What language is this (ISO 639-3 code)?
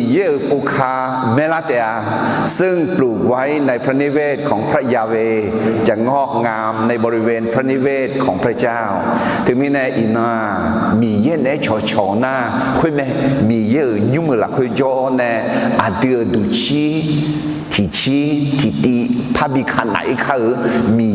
ahk